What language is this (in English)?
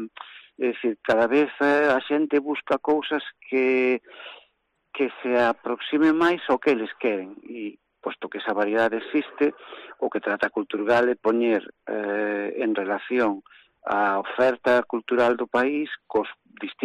Galician